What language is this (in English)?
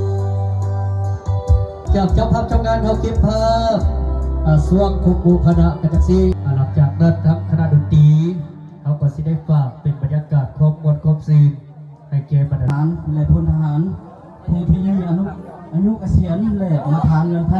Lao